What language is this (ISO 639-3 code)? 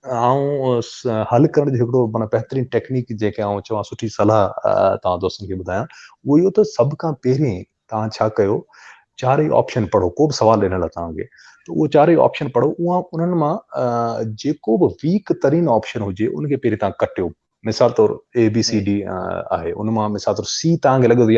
snd